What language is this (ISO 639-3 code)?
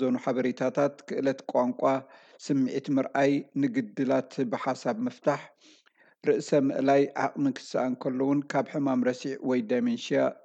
tir